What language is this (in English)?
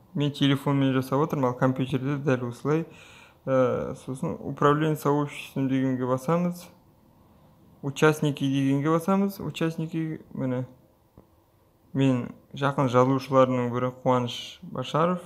Kazakh